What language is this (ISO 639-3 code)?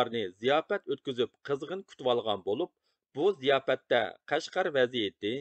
uig